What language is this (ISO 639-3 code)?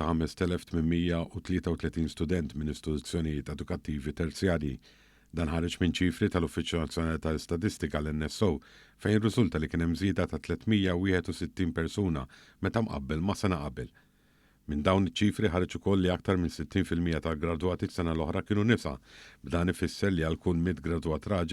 mlt